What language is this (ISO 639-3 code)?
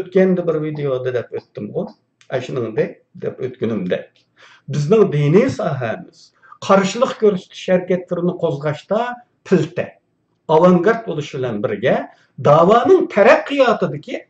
uig